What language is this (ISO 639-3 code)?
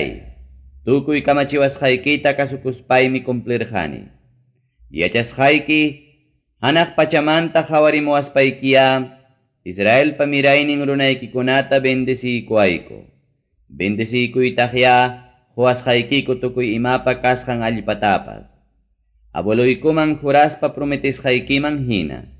quy